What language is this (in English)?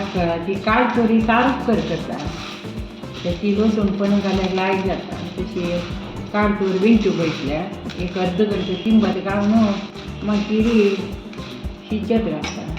Konkani